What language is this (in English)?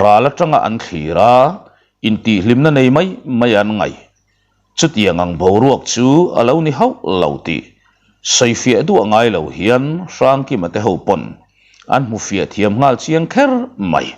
Mizo